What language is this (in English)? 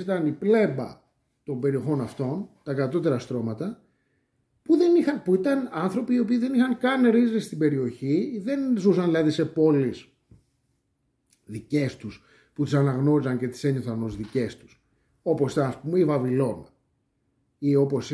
Greek